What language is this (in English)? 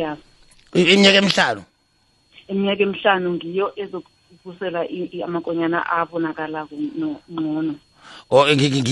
South Ndebele